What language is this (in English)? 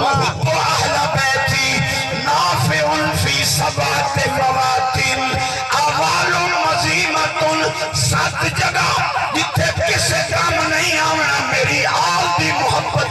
Saraiki